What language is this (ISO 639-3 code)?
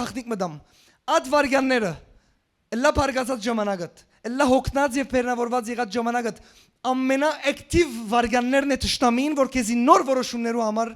hyw